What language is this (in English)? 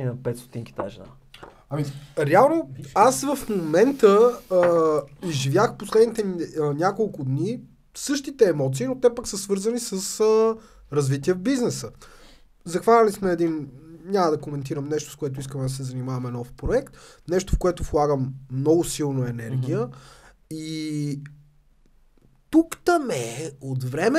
Bulgarian